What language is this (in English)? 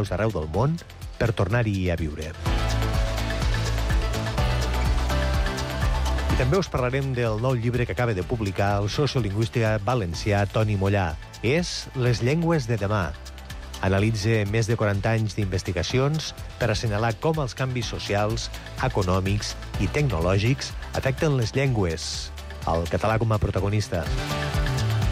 Catalan